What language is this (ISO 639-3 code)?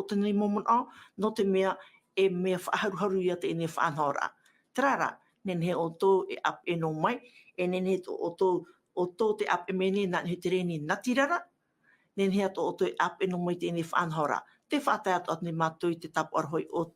tah